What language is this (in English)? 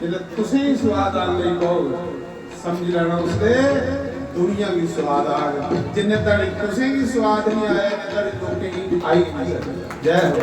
Dogri